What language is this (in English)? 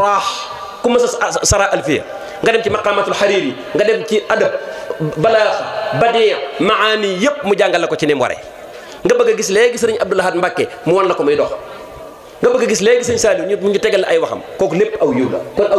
Wolof